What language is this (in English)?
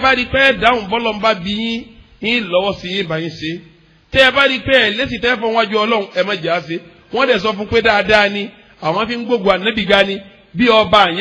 Yoruba